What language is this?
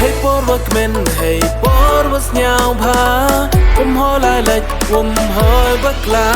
Khasi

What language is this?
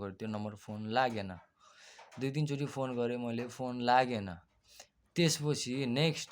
Nepali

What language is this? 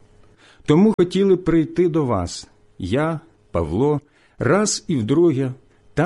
Ukrainian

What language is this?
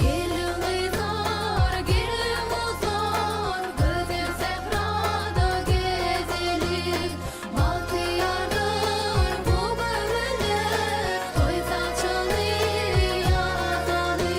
Turkmen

